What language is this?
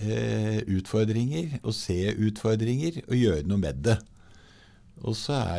Norwegian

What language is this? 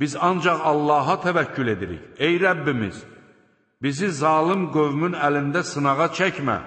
Azerbaijani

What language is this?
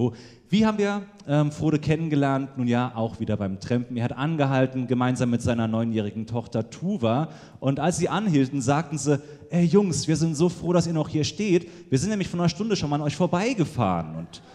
German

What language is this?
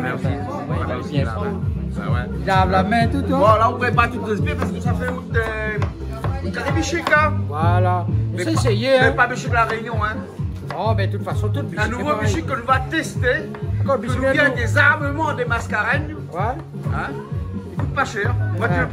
Réunion Creole French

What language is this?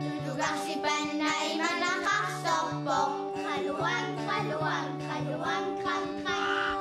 Kalaallisut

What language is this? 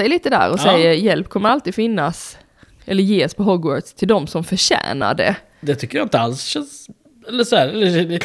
Swedish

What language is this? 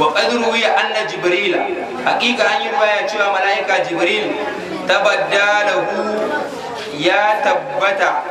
Hausa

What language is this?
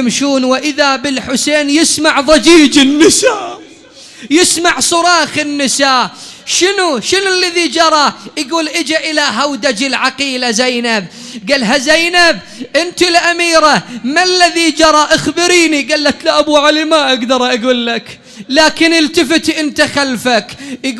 Mesopotamian Arabic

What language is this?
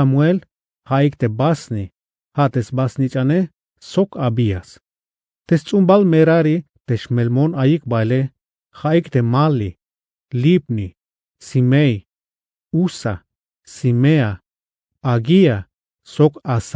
Tzeltal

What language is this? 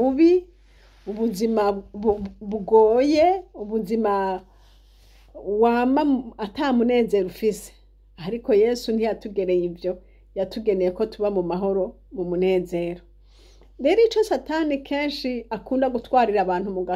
Rundi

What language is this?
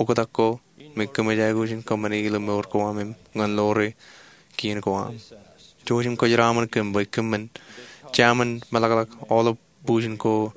Marshallese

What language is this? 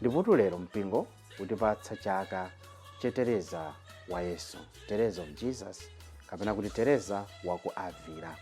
Nyanja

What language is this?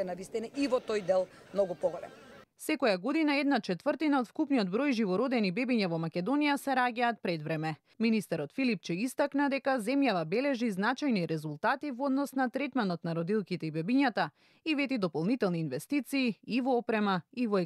Macedonian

